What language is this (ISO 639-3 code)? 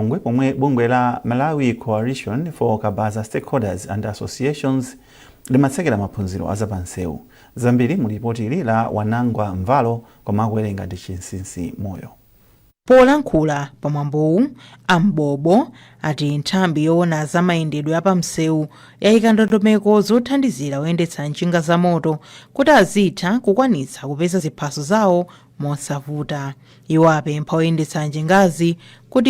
nya